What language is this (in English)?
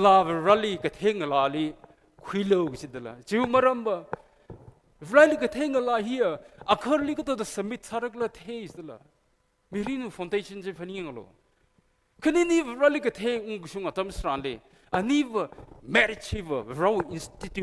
Tangkhul Naga (India)